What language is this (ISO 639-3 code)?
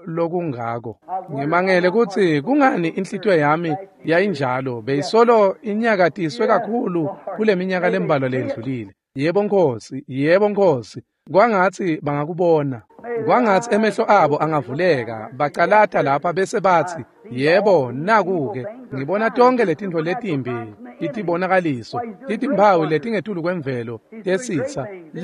ssw